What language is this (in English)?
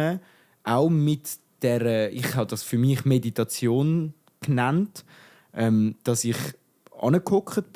Swiss German